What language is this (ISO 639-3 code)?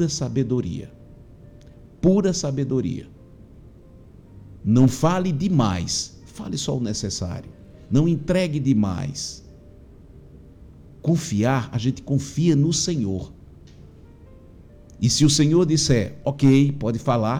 por